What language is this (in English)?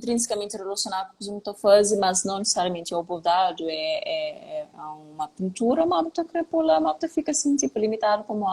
Kabuverdianu